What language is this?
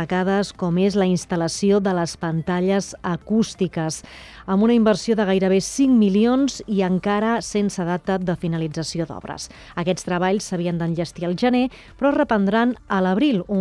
Catalan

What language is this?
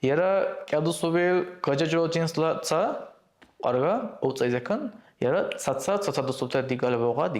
Dargwa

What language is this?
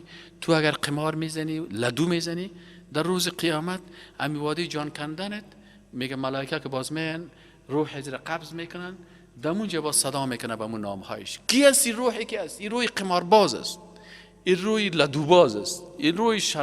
Persian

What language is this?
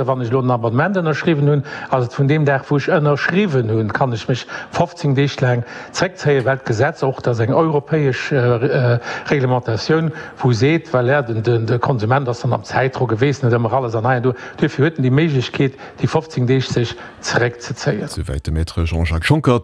Luxembourgish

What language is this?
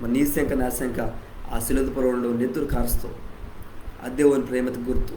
Koya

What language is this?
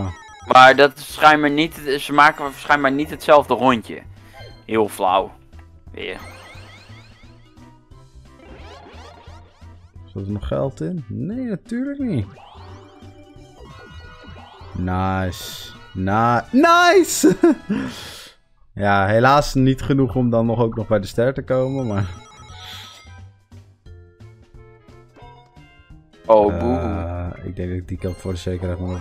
Dutch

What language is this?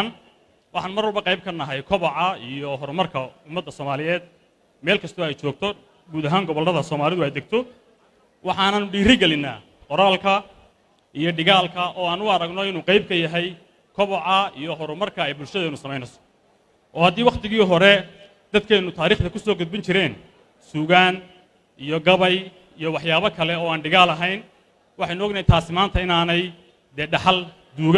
Somali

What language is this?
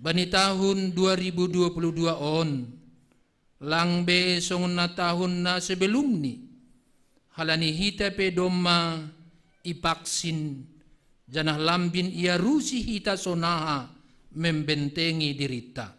Batak Simalungun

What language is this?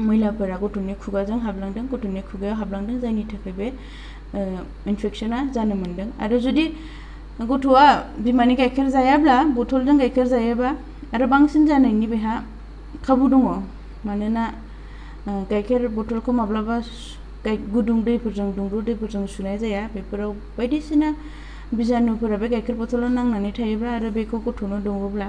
Bodo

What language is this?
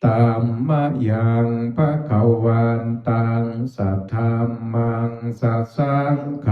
Pali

